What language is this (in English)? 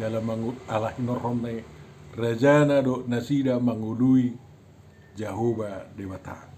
Batak Toba